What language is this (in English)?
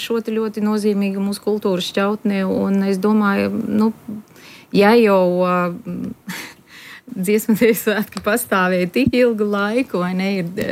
Latvian